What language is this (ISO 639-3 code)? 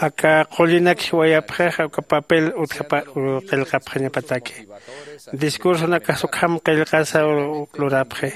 aym